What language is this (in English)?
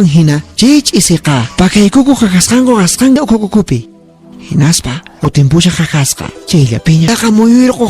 Quechua